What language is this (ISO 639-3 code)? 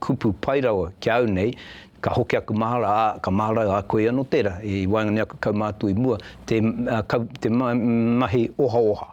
mri